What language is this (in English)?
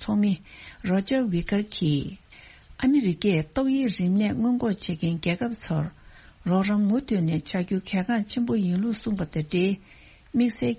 Tibetan